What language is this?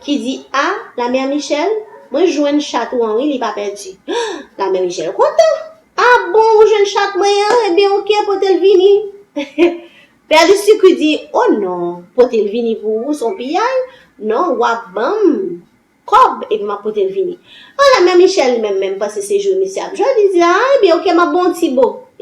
Haitian Creole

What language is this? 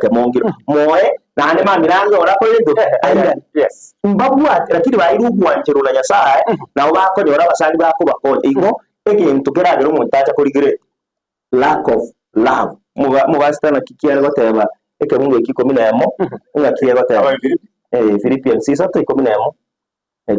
Gusii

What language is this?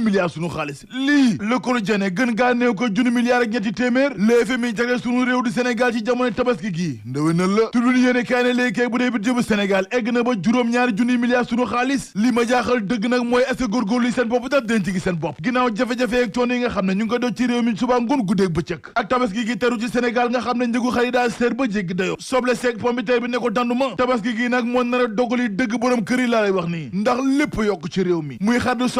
Wolof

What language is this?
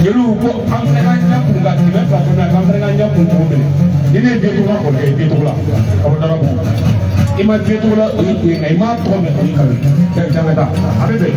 Bambara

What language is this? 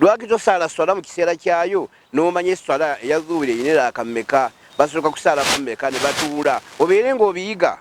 Ganda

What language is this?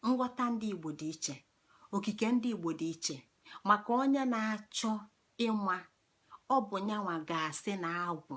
Igbo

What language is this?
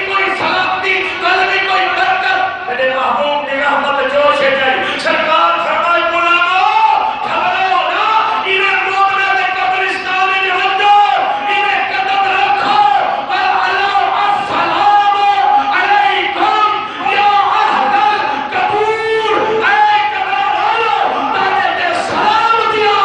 Saraiki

